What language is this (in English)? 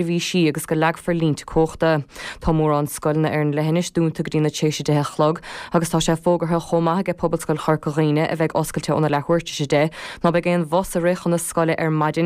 Irish